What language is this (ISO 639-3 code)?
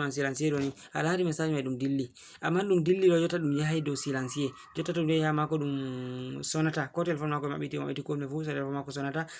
ful